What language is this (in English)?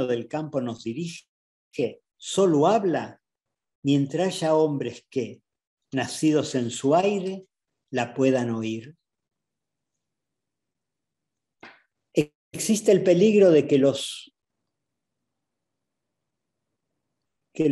Spanish